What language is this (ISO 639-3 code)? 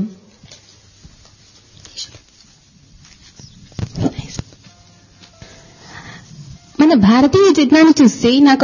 tel